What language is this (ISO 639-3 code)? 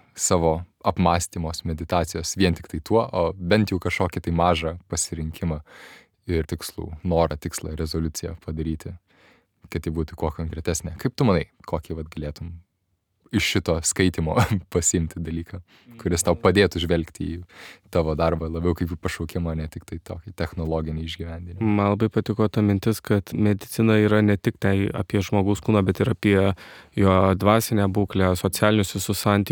lit